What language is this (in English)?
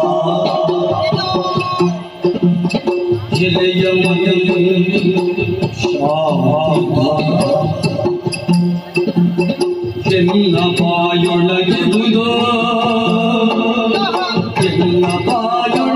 Kannada